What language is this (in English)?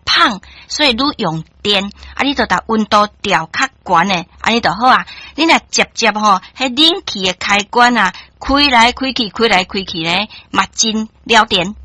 Min Nan Chinese